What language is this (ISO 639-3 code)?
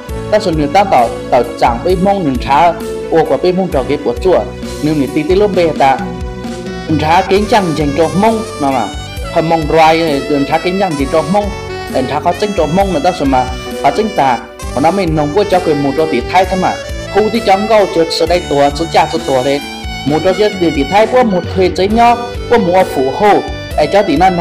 hmn